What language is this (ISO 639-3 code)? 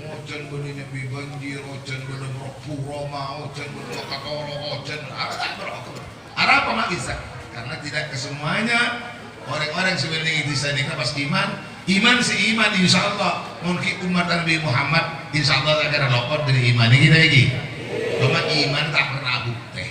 mad